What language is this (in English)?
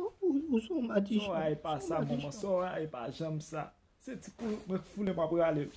Haitian Creole